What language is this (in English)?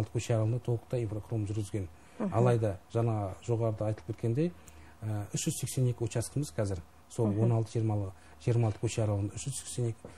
Kazakh